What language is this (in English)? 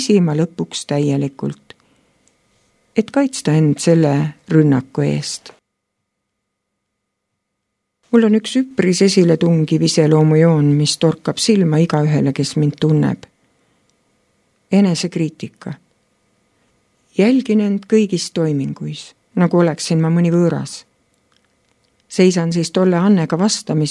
Estonian